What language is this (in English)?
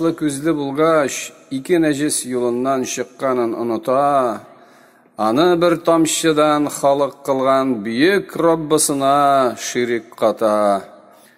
Tatar